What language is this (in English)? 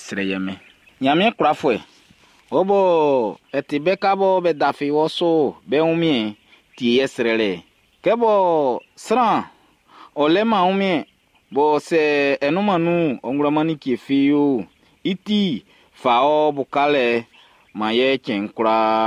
Baoulé